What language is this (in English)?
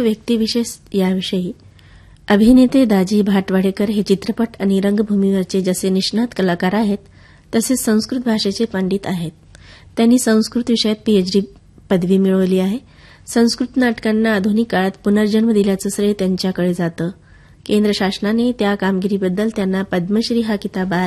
Marathi